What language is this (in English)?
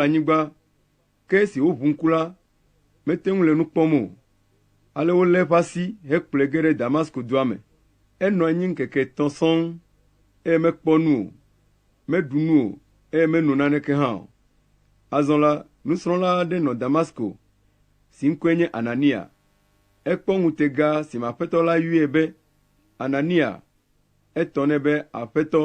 Ewe